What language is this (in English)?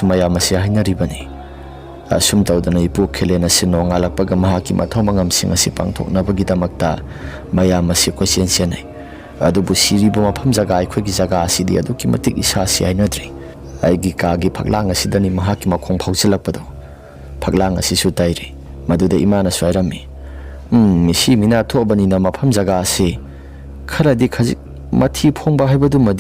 Manipuri